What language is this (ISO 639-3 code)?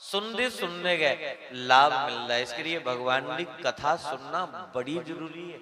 doi